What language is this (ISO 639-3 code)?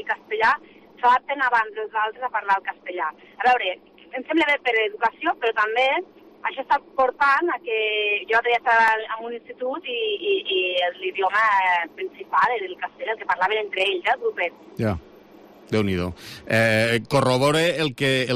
cat